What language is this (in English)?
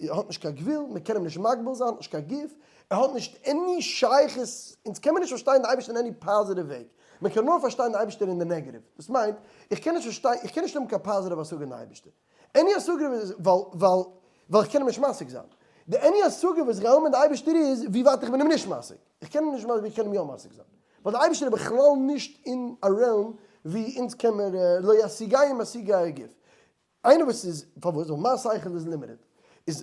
Yiddish